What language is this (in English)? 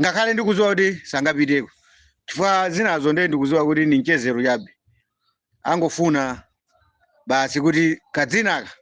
Nyanja